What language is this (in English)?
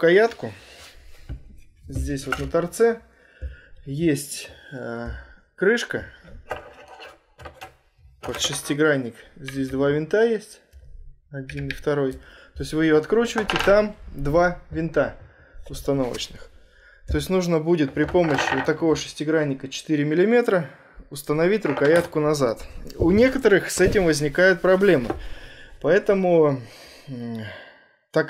Russian